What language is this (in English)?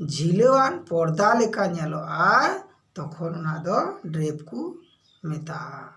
Santali